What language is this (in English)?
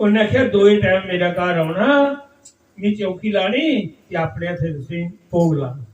Dogri